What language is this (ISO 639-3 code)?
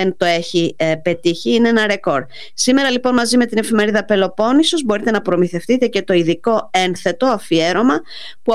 ell